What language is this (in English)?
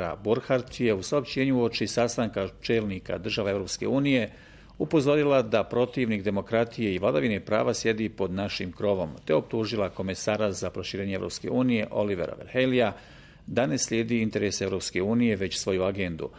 Bosnian